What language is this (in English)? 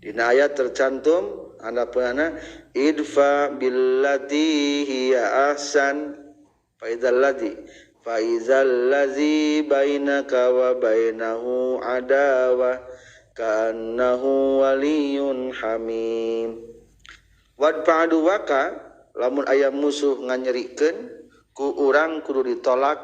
Sundanese